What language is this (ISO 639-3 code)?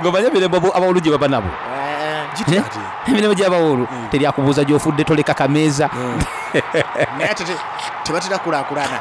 xog